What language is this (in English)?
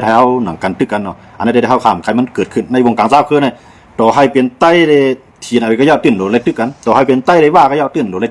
Shan